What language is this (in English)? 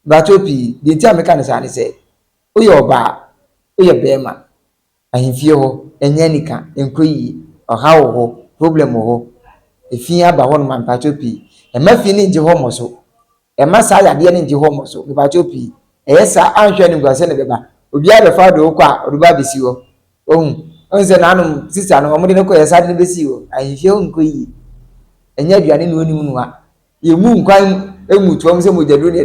Akan